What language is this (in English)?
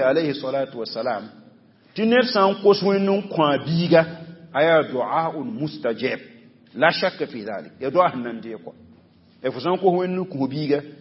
Mossi